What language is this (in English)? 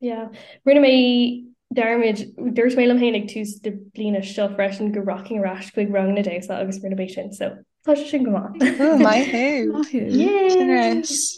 Irish